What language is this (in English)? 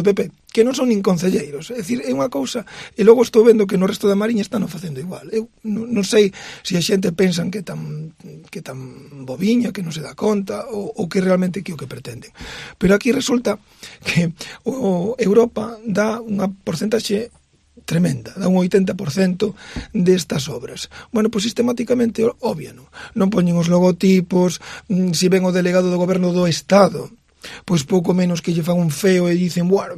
Galician